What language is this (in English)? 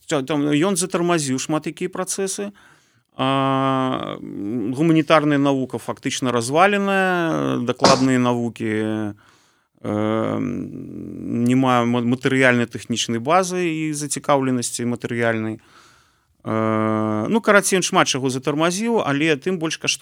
Belarusian